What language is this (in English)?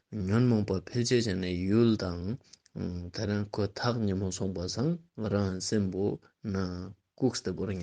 Ladakhi